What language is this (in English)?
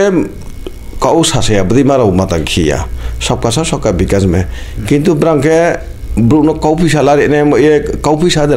Kok Borok